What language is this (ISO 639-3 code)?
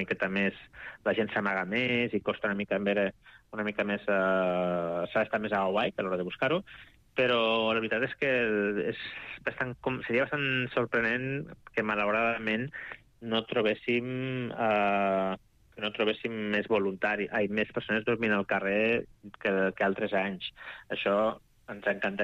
cat